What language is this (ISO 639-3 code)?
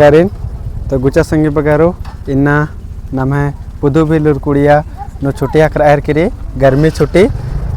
kru